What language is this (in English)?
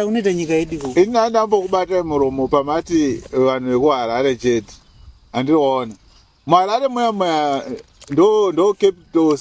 Shona